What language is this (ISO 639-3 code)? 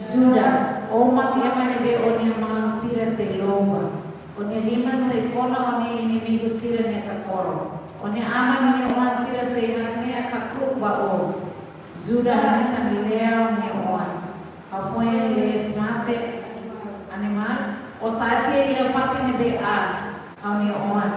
tet